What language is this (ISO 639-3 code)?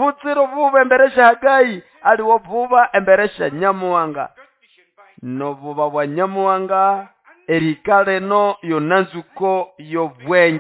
nnb